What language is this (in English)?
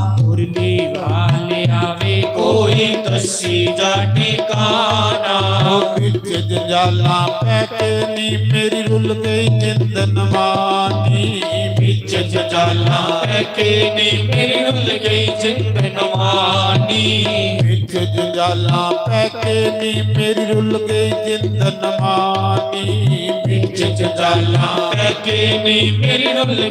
Dogri